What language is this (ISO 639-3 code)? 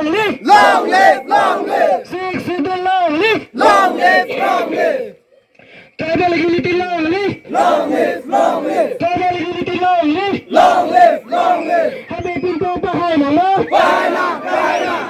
mjw